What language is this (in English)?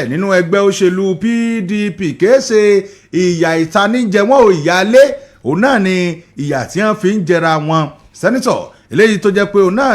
Yoruba